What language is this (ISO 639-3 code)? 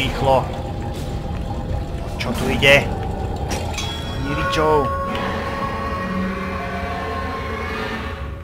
slk